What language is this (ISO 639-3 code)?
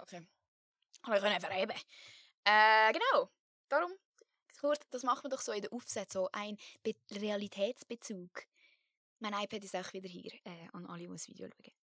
gsw